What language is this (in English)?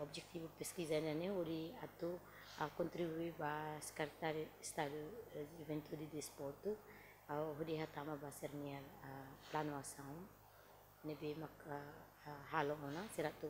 Tetum